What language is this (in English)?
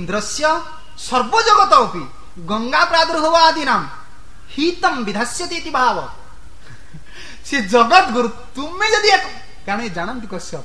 Odia